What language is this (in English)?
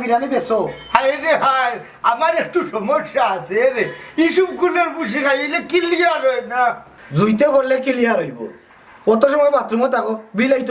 Sylheti